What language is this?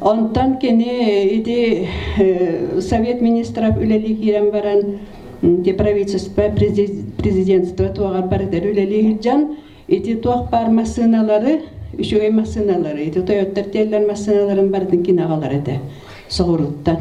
Yakut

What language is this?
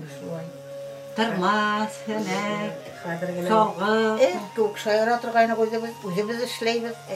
Bashkir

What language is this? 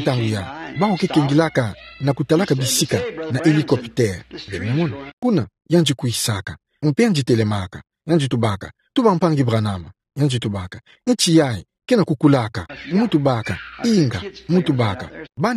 Kituba (Democratic Republic of Congo)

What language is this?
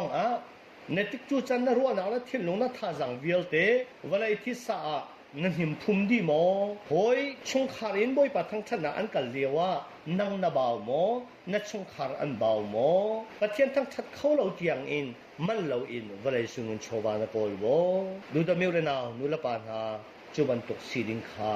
Hakha Chin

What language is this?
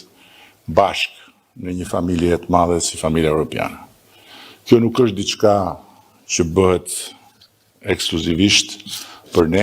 Albanian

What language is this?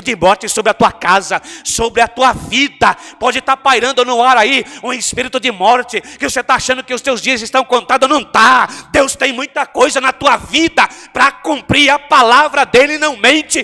Portuguese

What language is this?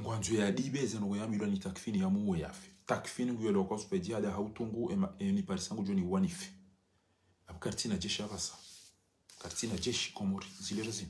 Ngazidja Comorian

